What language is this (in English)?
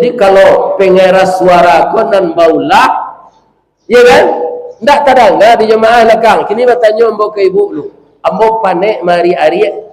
Minangkabau